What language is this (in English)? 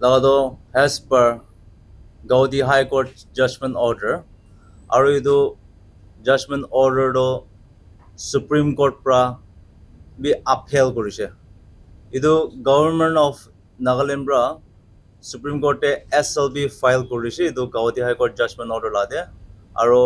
Naga Pidgin